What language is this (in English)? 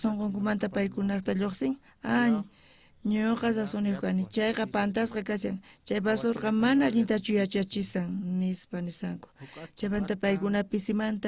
South Bolivian Quechua